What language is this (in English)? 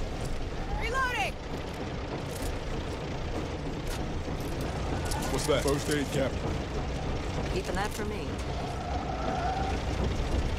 English